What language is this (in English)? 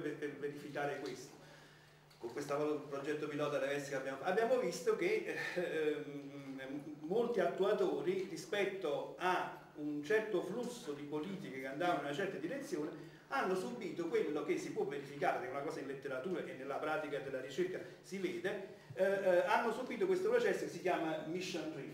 Italian